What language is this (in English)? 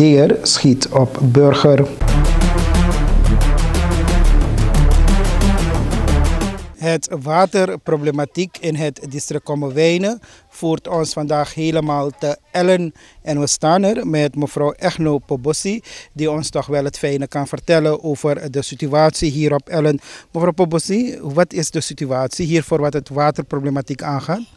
Dutch